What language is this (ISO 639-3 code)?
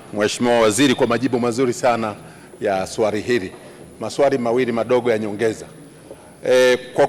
swa